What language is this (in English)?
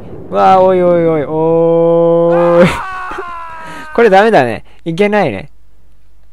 Japanese